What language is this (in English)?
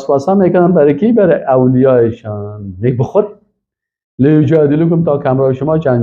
Persian